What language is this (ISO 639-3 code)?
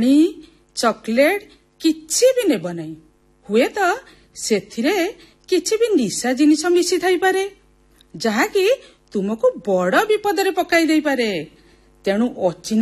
ori